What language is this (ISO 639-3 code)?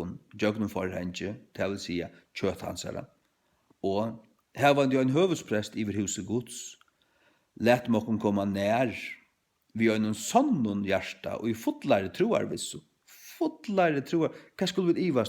fao